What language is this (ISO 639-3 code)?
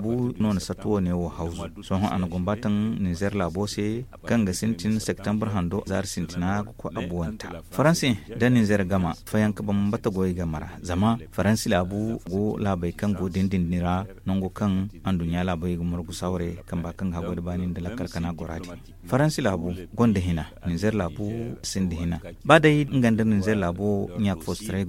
dje